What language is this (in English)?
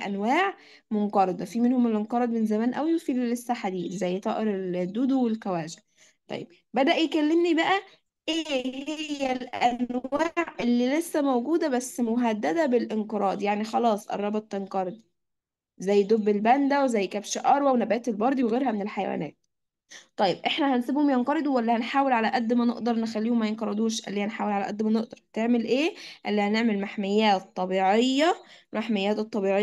Egyptian Arabic